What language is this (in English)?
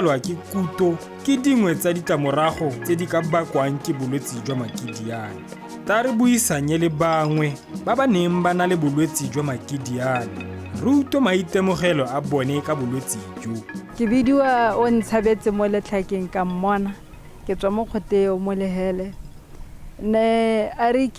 Tswana